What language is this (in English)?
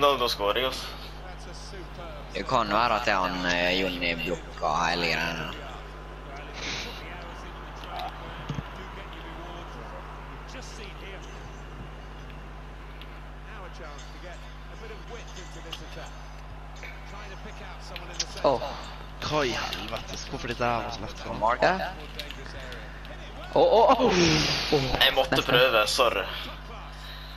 Norwegian